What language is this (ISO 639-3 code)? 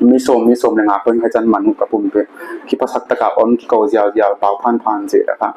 pck